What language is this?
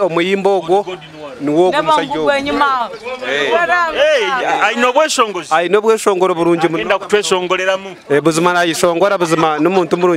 Nyoro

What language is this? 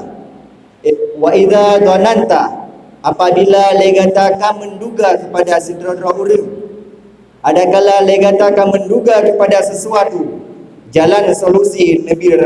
Achinese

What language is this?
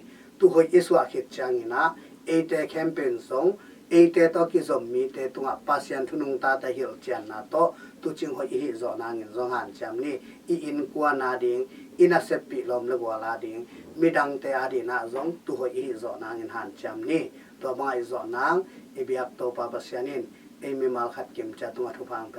Tedim Chin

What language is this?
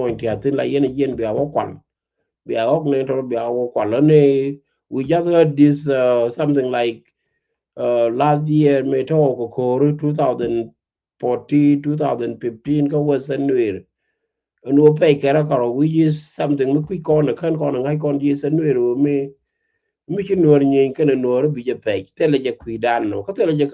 Nuer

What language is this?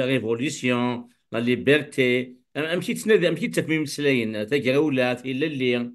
Kabyle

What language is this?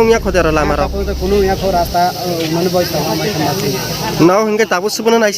Riang (India)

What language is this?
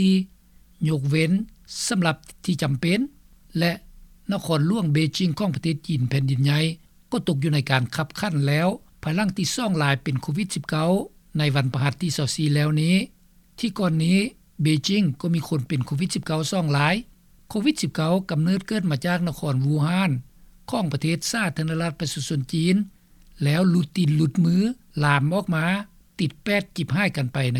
Lao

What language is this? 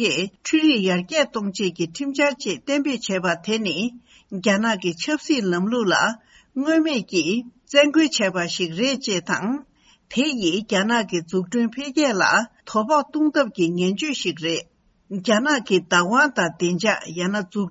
Tibetan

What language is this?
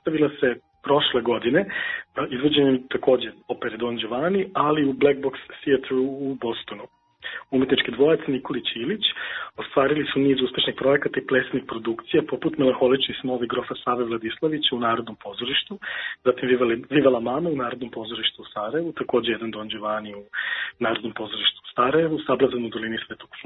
Serbian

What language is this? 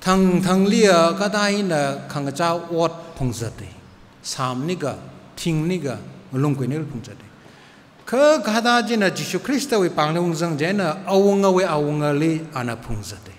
Tangkhul Naga (India)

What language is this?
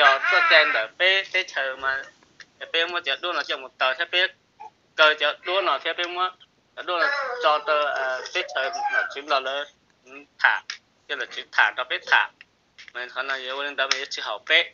Hmong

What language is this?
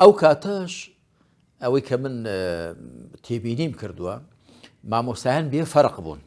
Central Kurdish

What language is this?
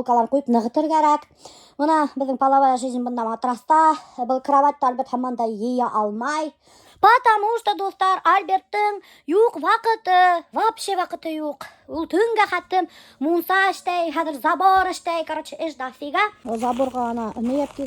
Bashkir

